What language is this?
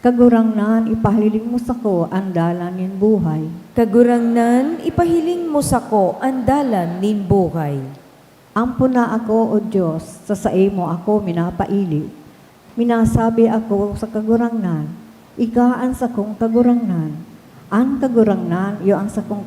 Bikol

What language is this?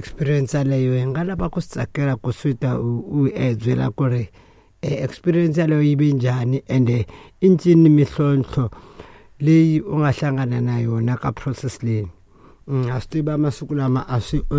Tsonga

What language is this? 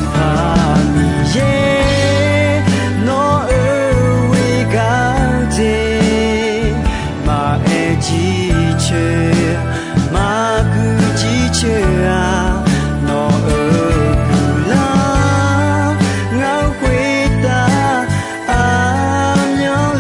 Akha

